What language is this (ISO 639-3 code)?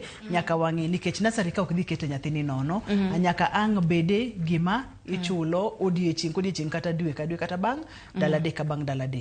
luo